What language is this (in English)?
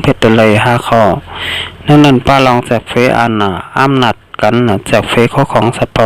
Shan